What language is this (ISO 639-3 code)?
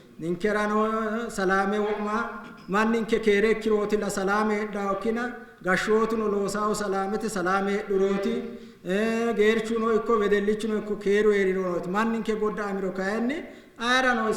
sid